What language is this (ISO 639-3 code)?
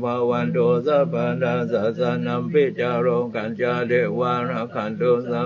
pli